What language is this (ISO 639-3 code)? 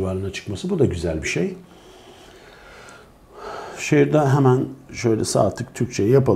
tur